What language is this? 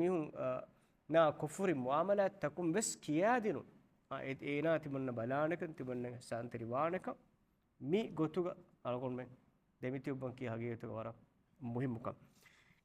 Divehi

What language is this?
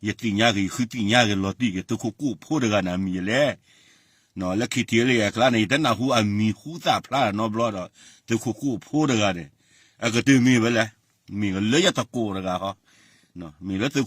S'gaw Karen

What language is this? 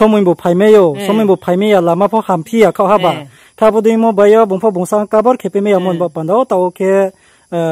Riang (India)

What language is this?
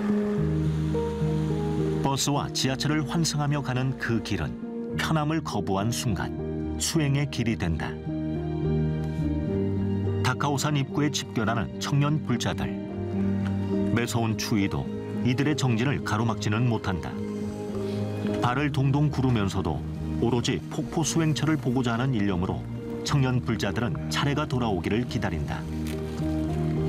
Korean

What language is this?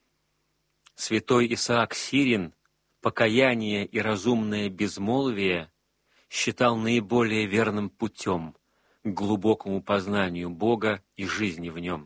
Russian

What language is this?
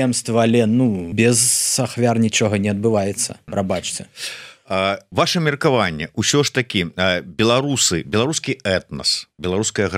Belarusian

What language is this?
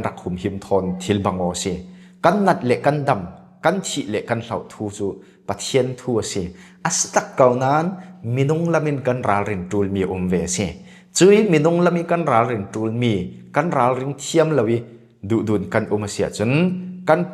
Falam Chin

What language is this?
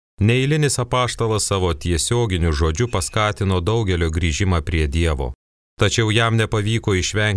Lithuanian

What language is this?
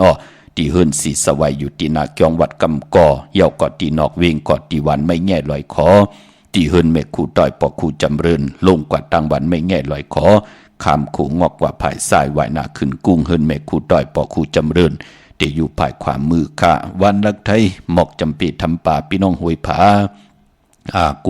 Shan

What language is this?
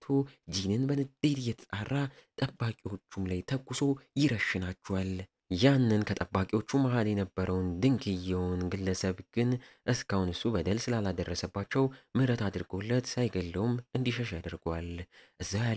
Amharic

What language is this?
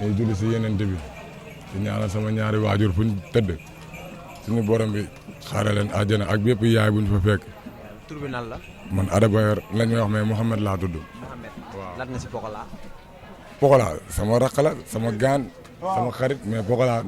Wolof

